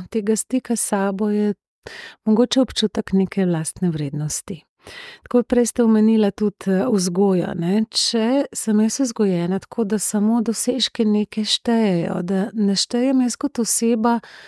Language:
Slovenian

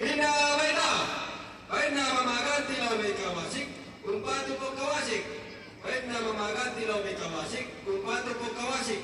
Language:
Toraja-Sa'dan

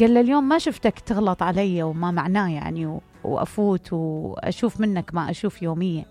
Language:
Mesopotamian Arabic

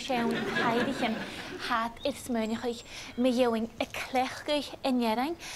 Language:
Scottish Gaelic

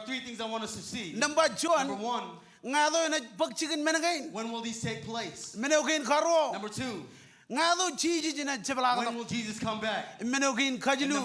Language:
Marshallese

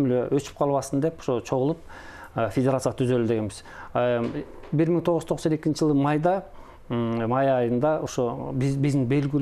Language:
Kyrgyz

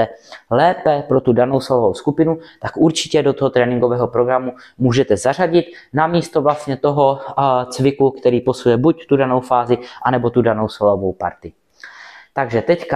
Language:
Czech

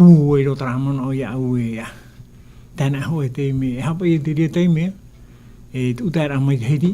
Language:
Tahitian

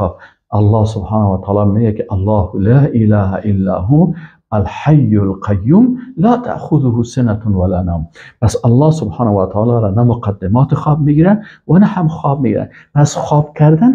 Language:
Persian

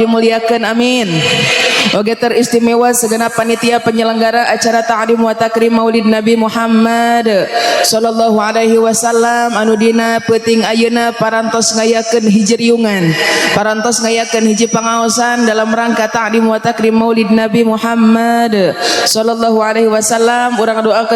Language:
Sundanese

